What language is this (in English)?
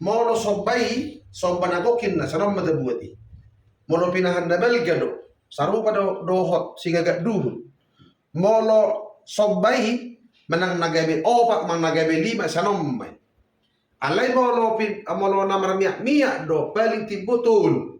Batak Toba